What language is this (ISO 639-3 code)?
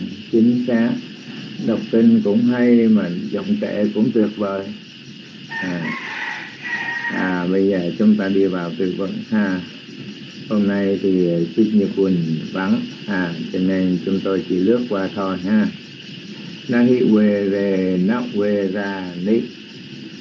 vie